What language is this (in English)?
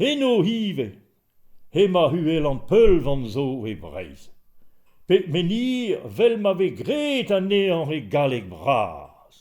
Breton